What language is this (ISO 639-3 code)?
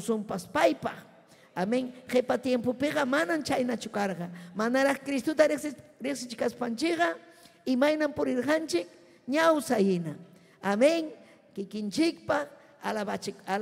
quy